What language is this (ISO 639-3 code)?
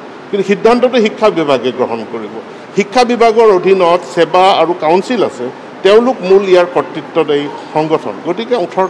asm